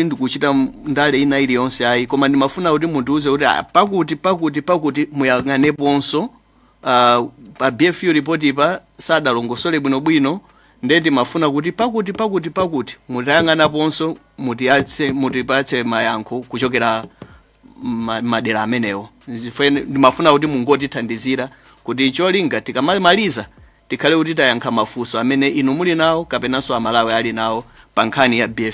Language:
Nyanja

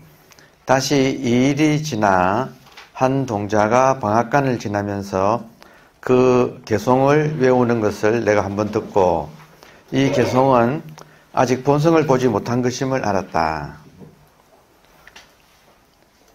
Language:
Korean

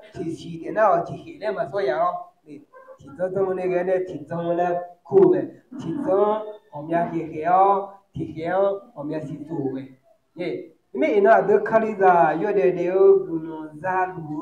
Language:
Akha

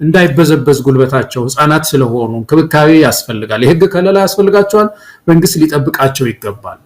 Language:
Amharic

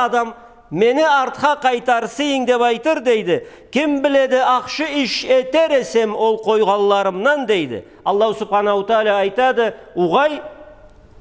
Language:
Karachay-Balkar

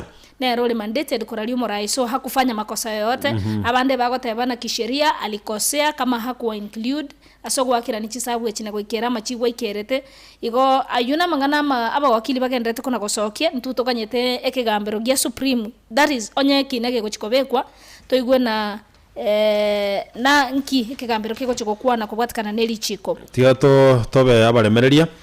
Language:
Gusii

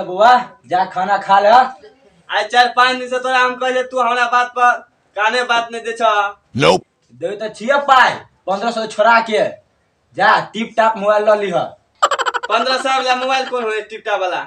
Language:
Maithili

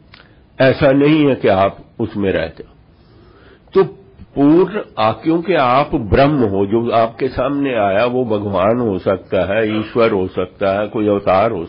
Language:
Hindi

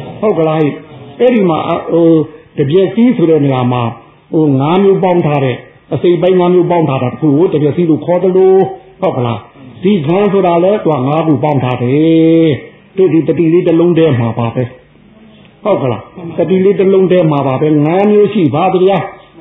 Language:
Burmese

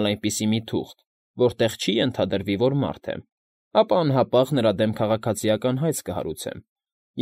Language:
Armenian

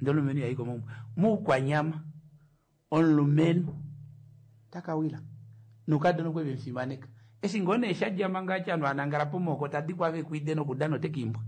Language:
Kuanyama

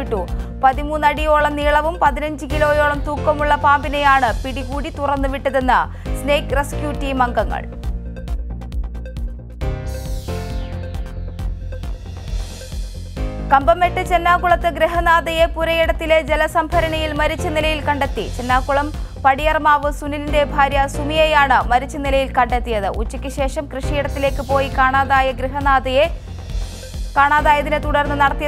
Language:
Malayalam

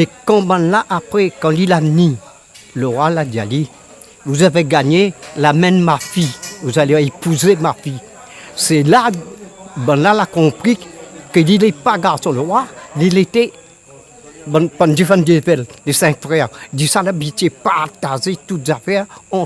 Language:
Réunion Creole French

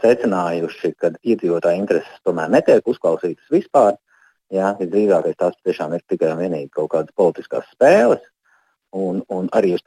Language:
Latvian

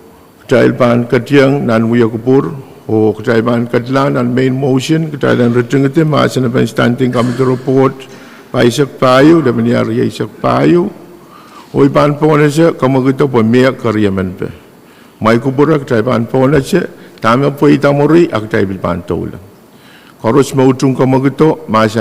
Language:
Pohnpeian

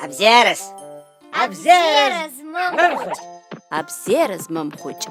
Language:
Abkhazian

